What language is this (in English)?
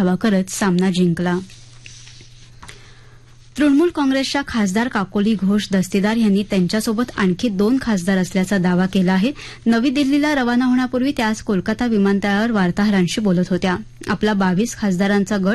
Marathi